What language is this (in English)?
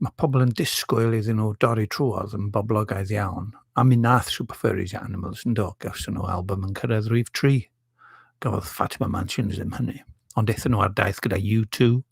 Welsh